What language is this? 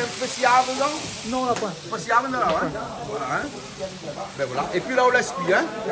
Réunion Creole French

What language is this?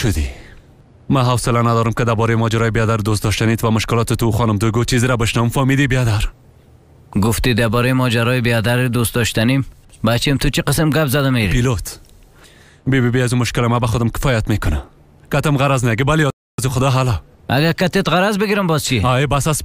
Persian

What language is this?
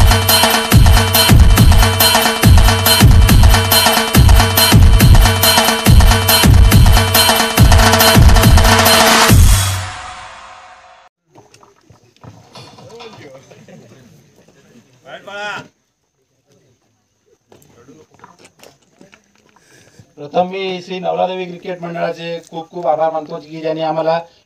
Marathi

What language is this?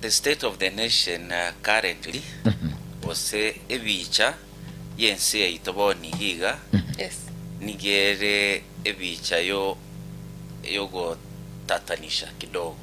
Gusii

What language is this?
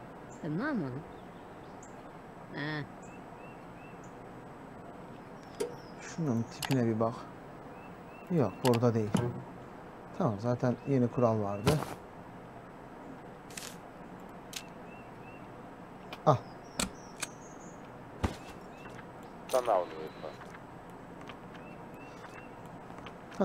Turkish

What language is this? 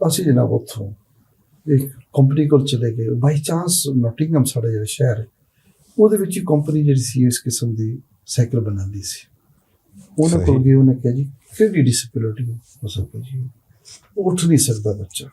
Western Panjabi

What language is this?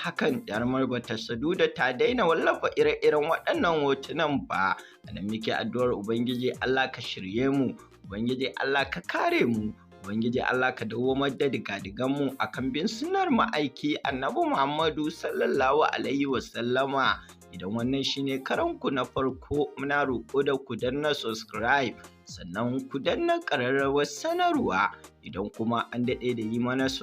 Hausa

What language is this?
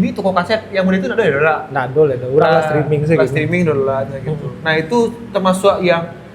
Minangkabau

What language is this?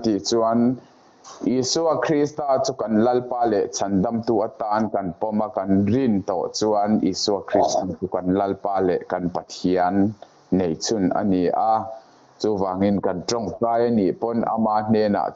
Mizo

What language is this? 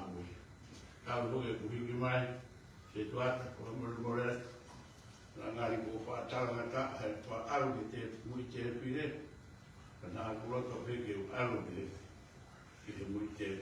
Tongan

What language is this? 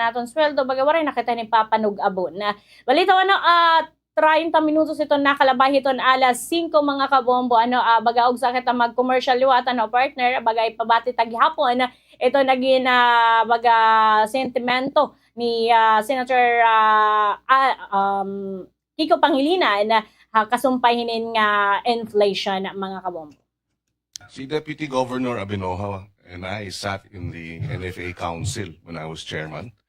Waray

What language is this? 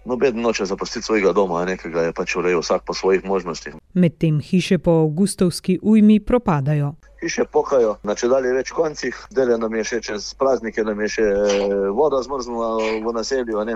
Slovenian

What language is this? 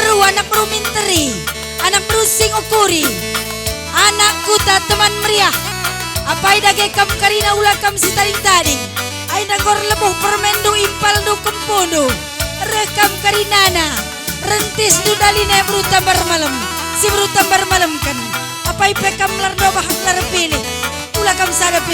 Batak Karo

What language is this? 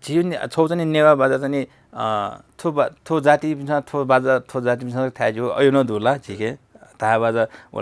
Newari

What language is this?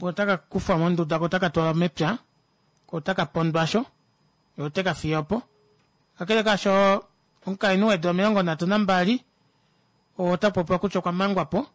Kuanyama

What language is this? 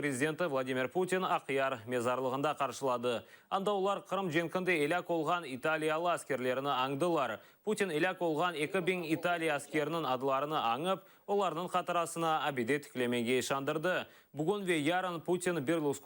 Crimean Tatar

